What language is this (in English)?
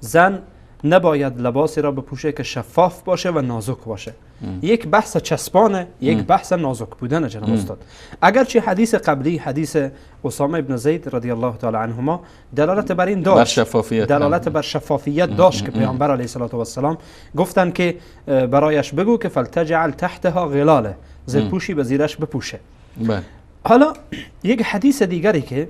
Persian